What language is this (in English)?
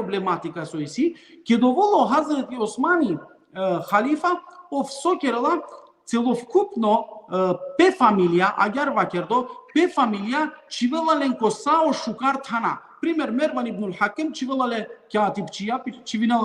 Balkan Romani